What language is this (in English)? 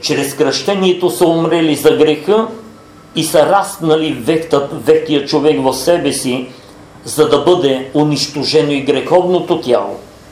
Bulgarian